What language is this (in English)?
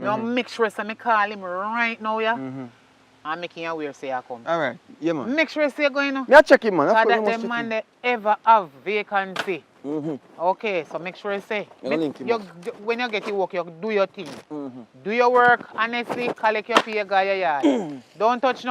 Jamaican Creole English